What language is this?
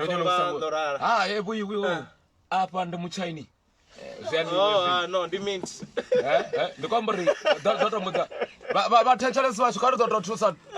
Venda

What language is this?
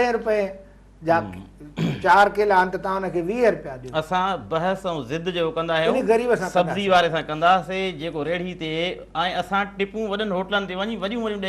Sindhi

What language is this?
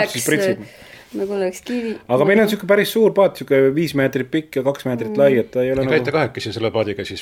Estonian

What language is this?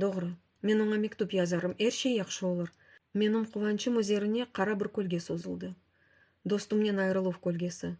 Crimean Tatar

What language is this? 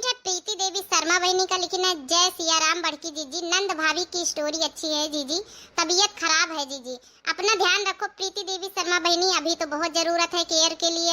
Awadhi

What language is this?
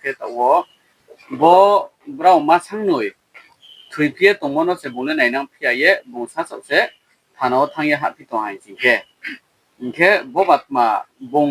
Riang (India)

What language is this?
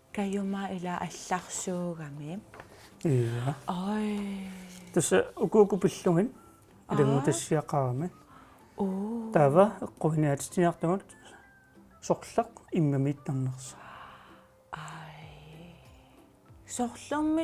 Kalaallisut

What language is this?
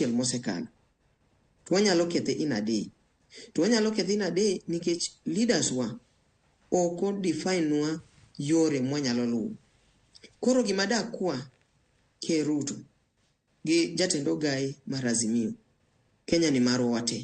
Luo (Kenya and Tanzania)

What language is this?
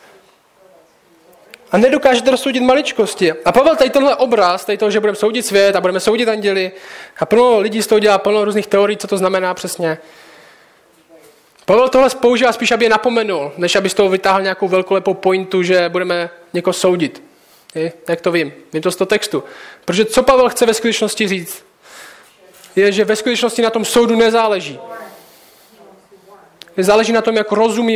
Czech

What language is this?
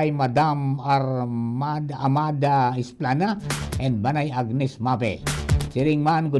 Bikol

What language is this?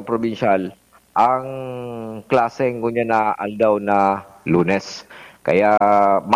Bikol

